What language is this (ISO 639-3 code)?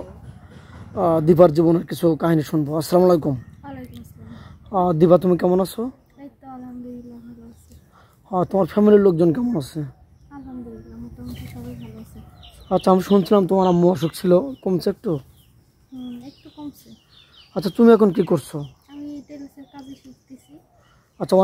ben